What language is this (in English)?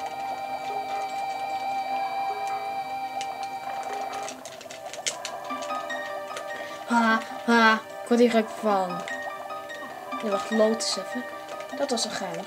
Dutch